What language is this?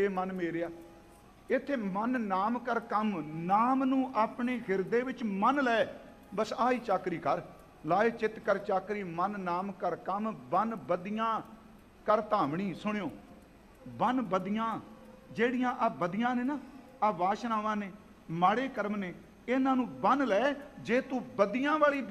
Punjabi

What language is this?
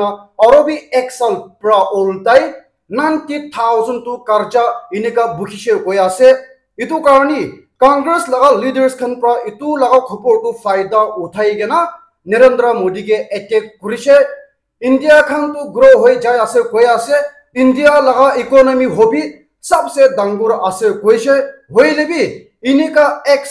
Naga Pidgin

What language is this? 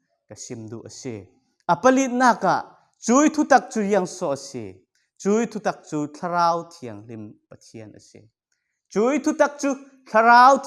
Falam Chin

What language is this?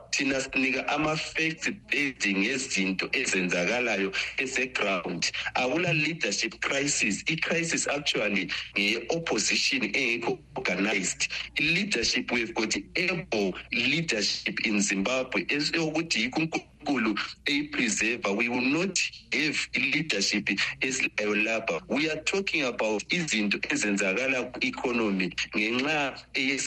North Ndebele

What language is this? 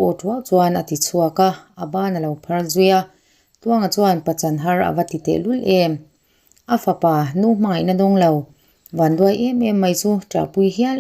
Mizo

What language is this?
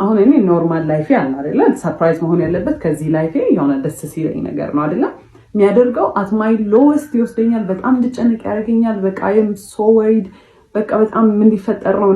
Amharic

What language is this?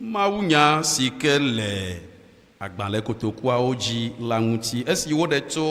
Ewe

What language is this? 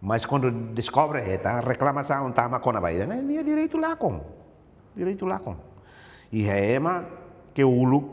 Tetum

